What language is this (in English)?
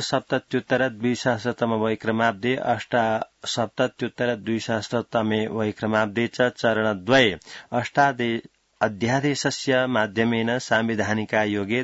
Sanskrit